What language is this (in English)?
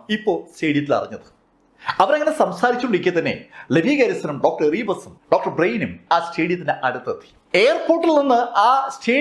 Malayalam